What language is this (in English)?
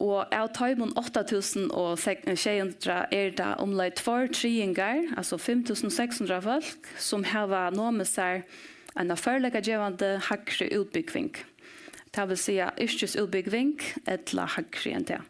Faroese